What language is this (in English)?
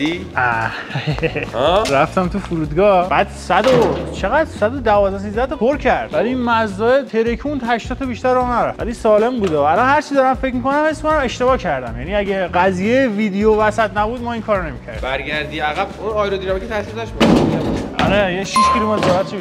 Persian